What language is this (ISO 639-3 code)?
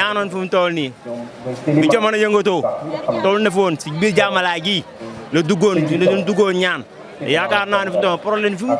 wol